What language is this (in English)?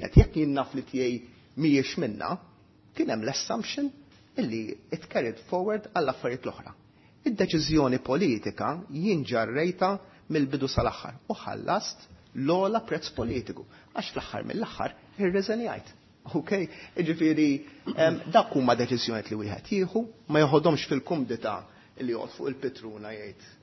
Maltese